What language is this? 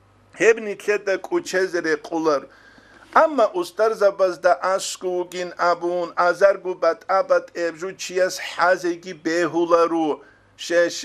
Avaric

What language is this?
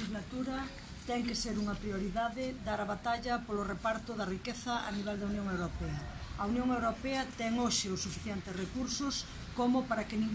Galician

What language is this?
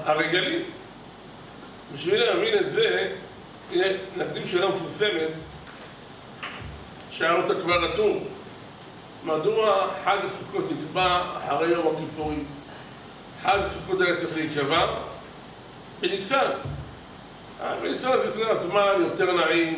Hebrew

